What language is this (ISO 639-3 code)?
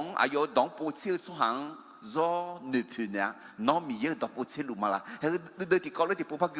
ahk